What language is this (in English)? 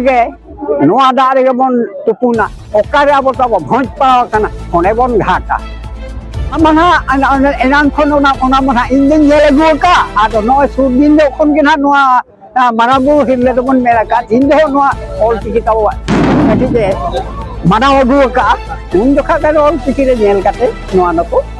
Santali